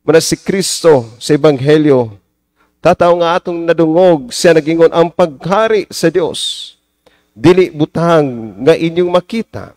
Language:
Cebuano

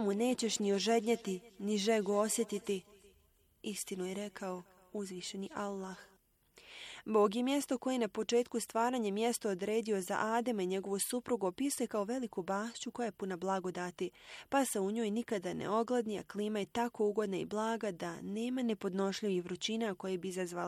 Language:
Bosnian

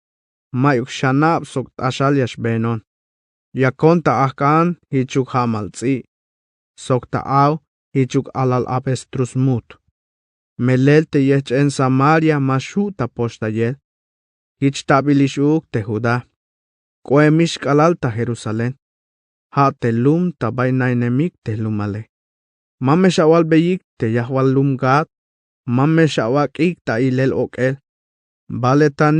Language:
Tzeltal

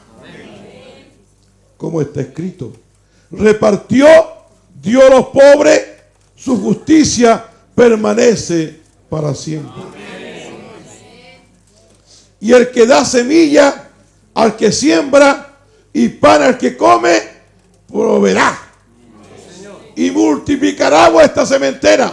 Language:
Spanish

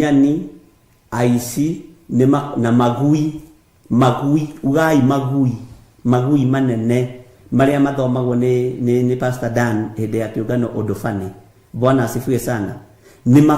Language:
Kikuyu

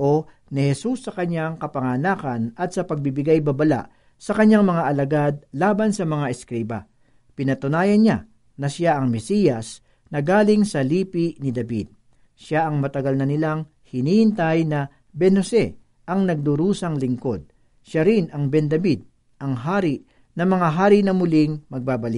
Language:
Filipino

